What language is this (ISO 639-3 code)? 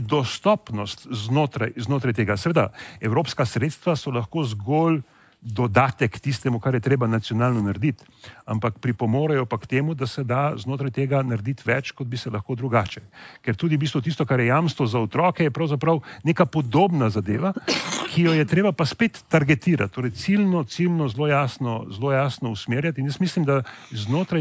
slv